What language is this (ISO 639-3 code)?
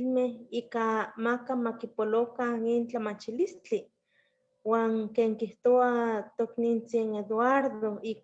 nhe